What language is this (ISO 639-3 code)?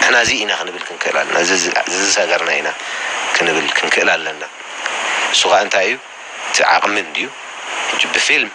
tir